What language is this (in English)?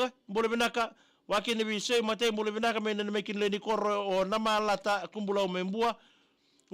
Fijian